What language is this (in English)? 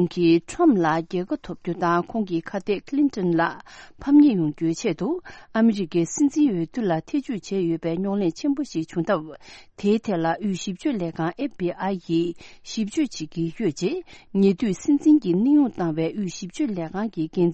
Tibetan